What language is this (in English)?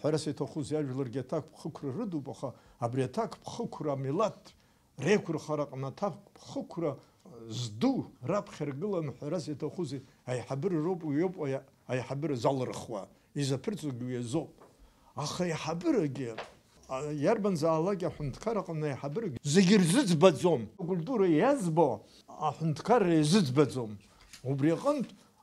Abkhazian